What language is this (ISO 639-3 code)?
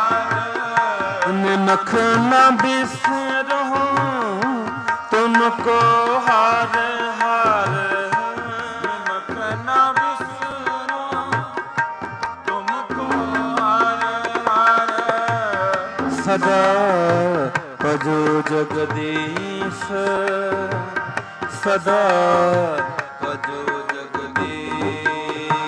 pan